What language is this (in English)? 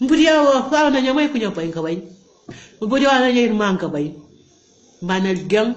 Kabuverdianu